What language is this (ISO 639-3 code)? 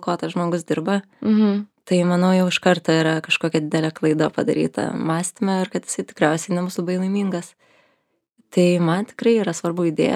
lit